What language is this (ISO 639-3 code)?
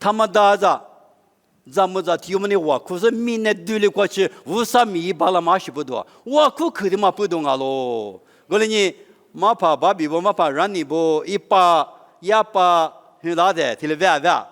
lis